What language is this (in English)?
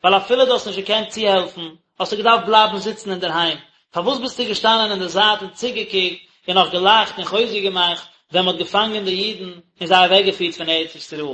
Yiddish